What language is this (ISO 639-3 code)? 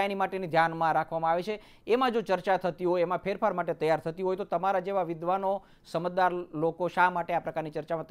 guj